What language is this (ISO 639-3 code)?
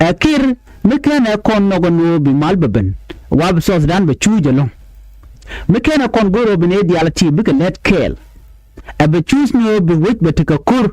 nus